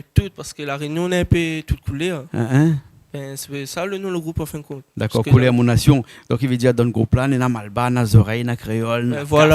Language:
Réunion Creole French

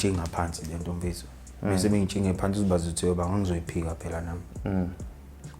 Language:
Zulu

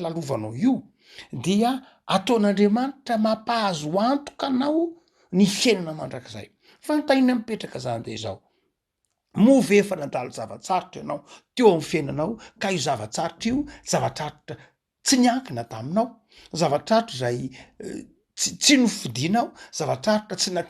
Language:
Malagasy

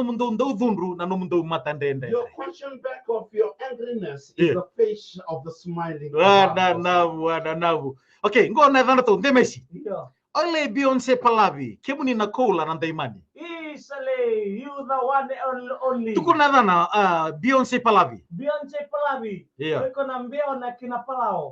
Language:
Fijian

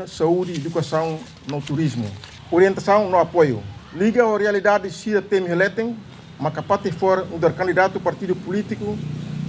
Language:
Tetum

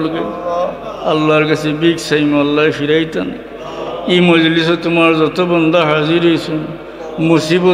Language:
Sylheti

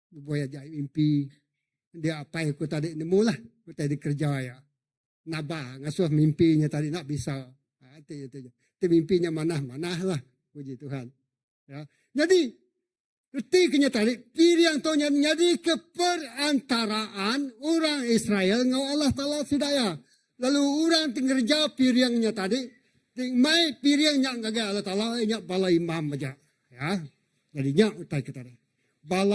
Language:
Iban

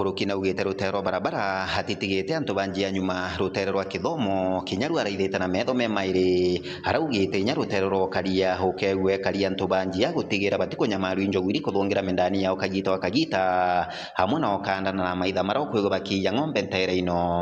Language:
Meru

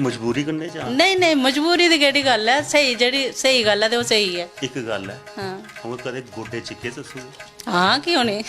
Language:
Dogri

